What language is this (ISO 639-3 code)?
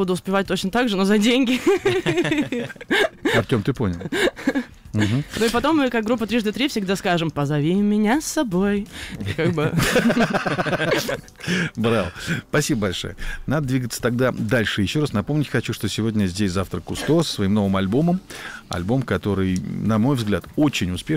rus